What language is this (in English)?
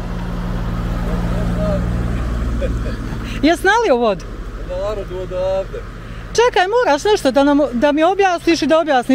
Bosnian